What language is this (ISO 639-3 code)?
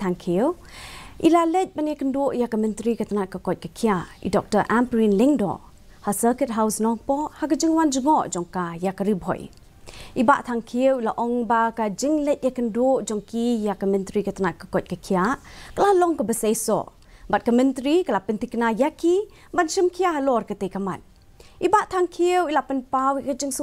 kha